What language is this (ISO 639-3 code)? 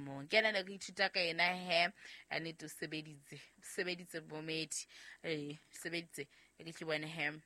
sot